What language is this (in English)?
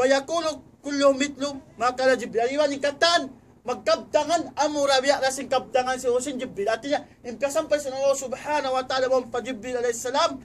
Tausug